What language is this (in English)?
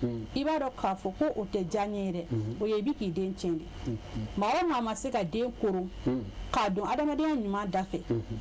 Bambara